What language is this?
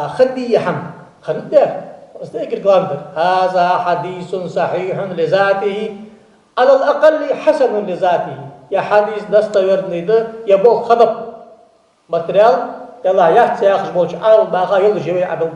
Ingush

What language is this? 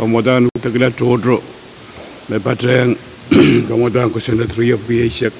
Pohnpeian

